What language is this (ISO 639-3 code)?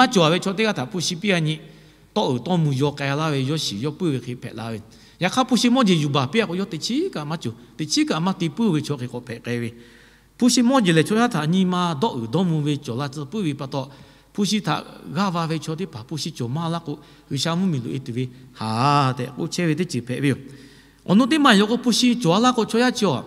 lhu